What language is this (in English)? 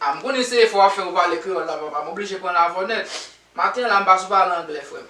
Haitian Creole